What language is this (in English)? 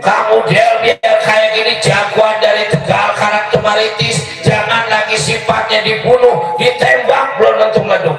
Betawi